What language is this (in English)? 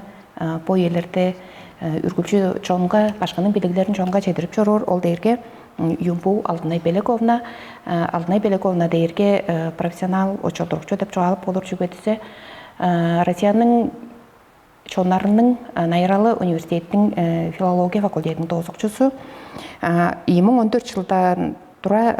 Tuvinian